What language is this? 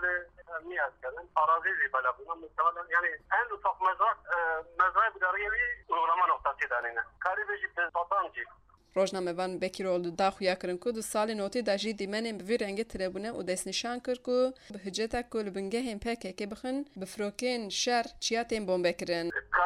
Kurdish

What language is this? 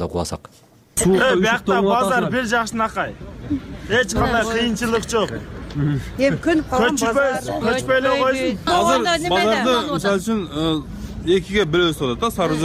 Kyrgyz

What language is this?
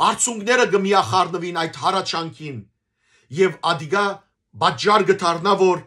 Western Armenian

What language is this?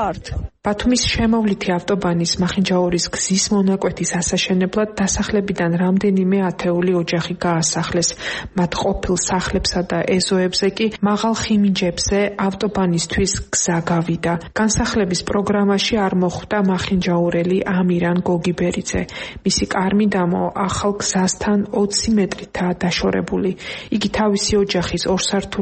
Georgian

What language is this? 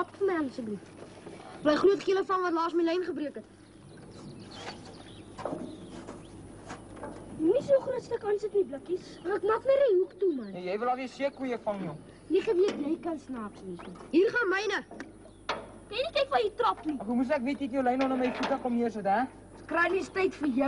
Afrikaans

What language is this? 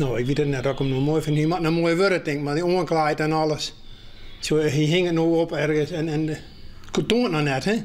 Western Frisian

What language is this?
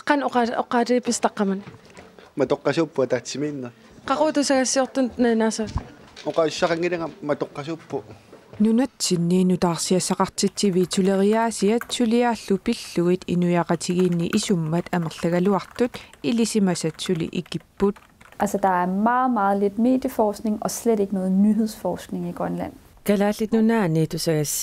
Kalaallisut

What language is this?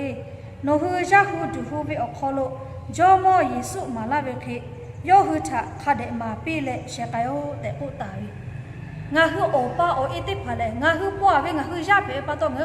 Lahu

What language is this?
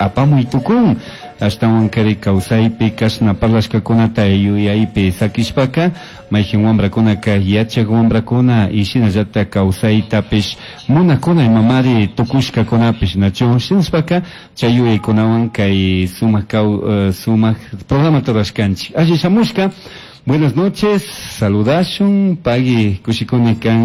Chimborazo Highland Quichua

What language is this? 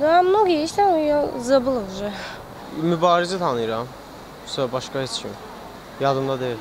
Azerbaijani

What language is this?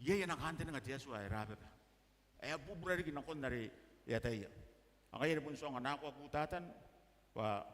Gilbertese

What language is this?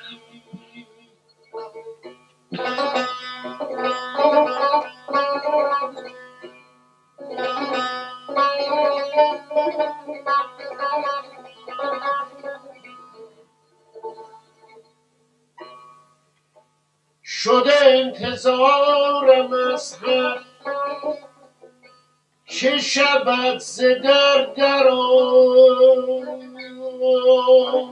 Persian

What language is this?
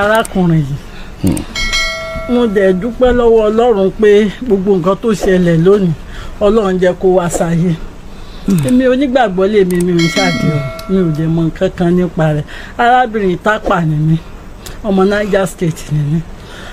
Yoruba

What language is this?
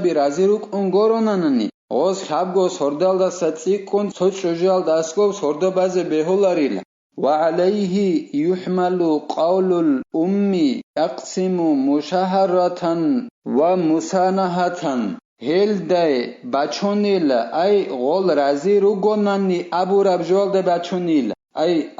Avaric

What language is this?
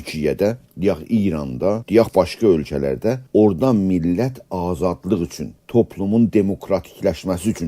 South Azerbaijani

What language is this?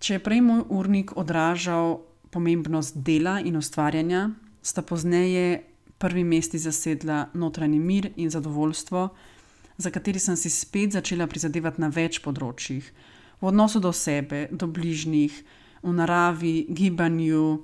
Slovenian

